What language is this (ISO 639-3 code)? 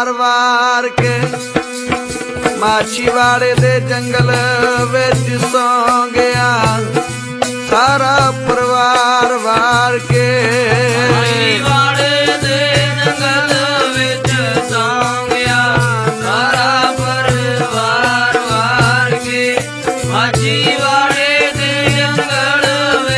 pan